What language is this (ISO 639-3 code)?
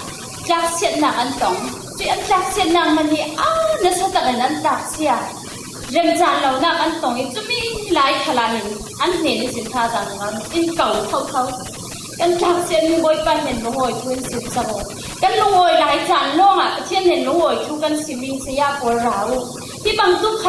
cfm